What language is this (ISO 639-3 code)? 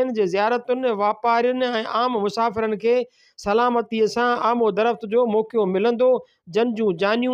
snd